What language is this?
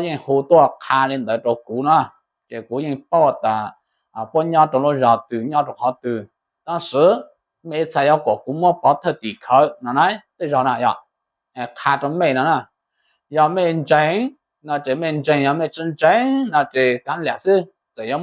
Hmong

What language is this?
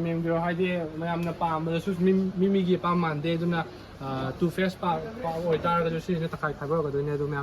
Manipuri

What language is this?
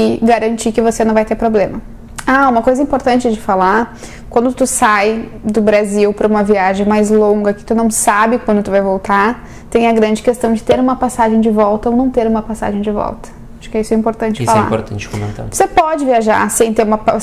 Portuguese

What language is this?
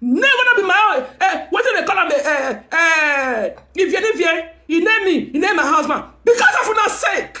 Nigerian Pidgin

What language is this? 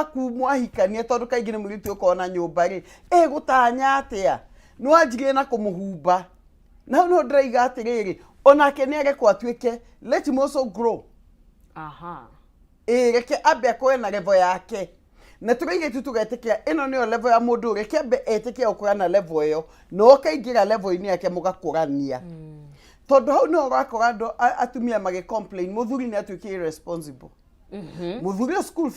Kikuyu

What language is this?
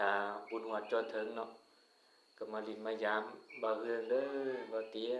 Lao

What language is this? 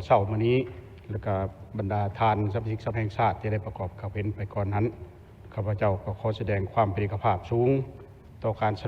Lao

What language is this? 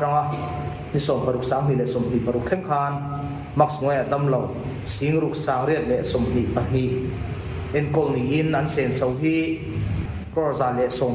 Mizo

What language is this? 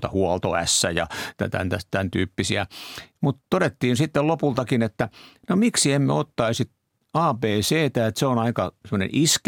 Finnish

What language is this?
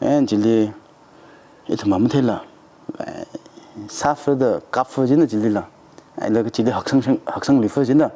Tangkhul Naga (India)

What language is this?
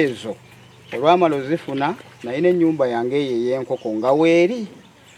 Ganda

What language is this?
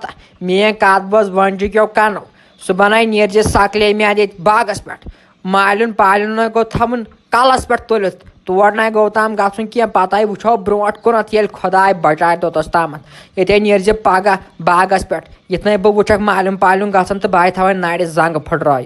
Kashmiri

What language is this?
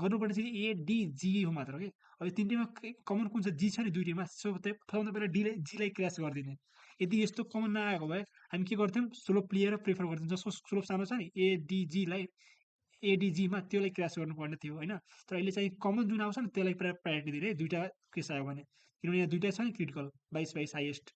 Nepali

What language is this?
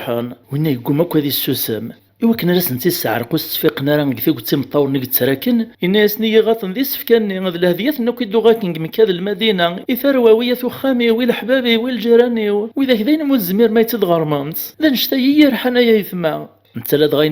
Kabyle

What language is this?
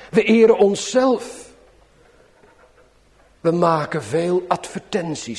Dutch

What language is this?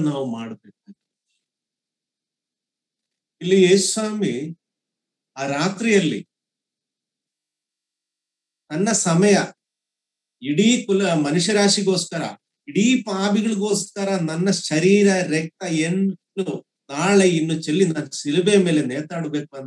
Kannada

